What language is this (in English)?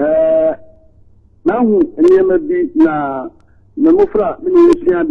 Akan